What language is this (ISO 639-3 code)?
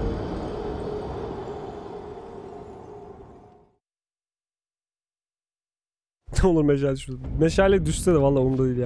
tur